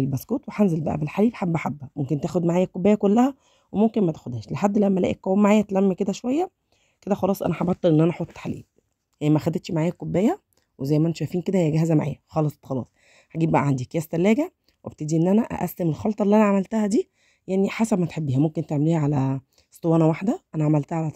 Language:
Egyptian Arabic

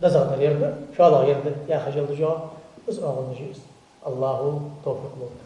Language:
Ingush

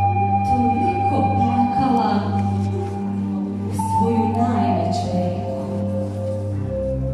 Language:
Serbian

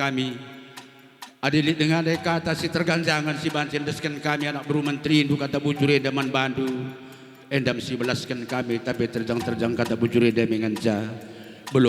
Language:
Batak Karo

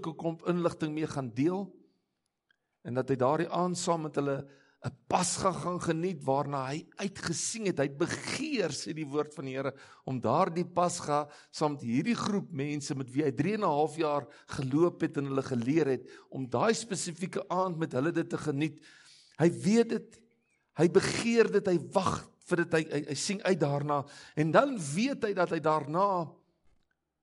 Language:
Afrikaans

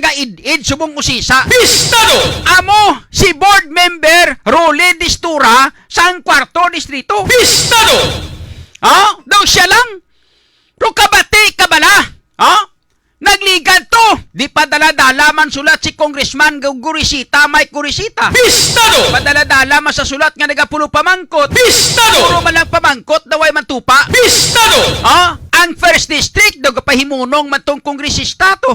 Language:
Hiligaynon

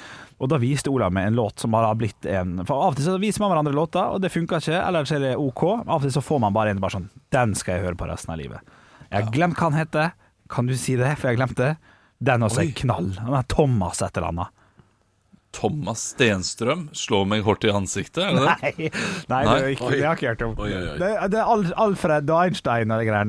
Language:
Norwegian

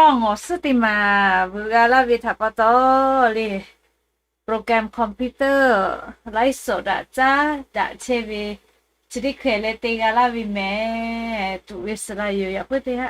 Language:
Lahu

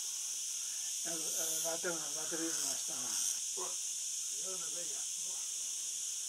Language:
Catalan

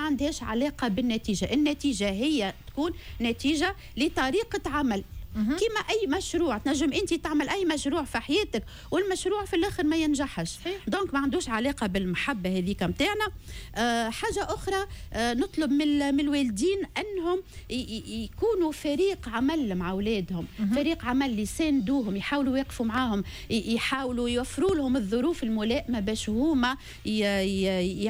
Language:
Tunisian Arabic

